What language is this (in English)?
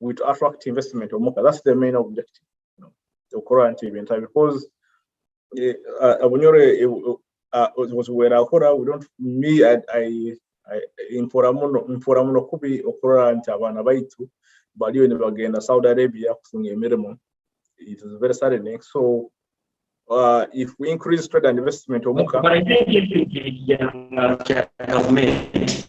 Nyoro